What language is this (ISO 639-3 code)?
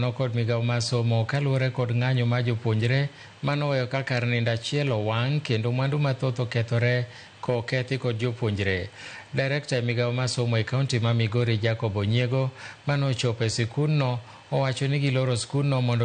luo